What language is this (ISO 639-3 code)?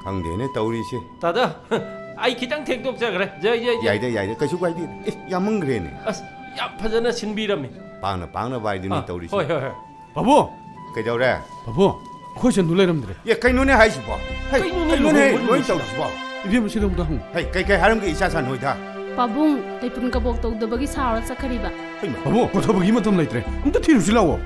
mni